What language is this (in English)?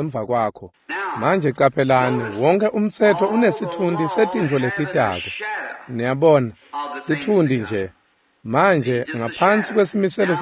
Swati